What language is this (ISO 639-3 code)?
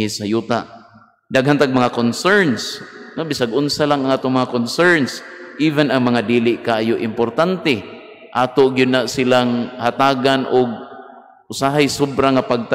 ceb